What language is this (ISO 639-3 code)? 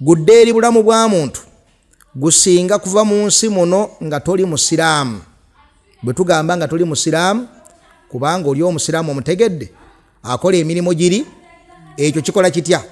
lug